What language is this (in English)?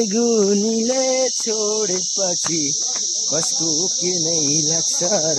Nepali